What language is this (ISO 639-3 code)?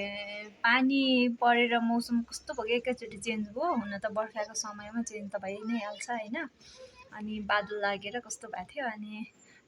nep